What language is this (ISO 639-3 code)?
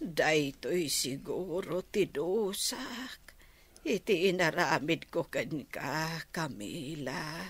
ilo